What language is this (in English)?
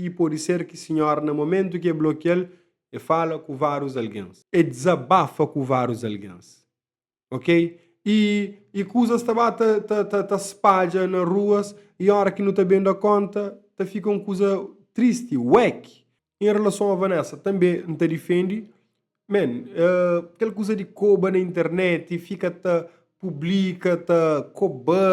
Kabuverdianu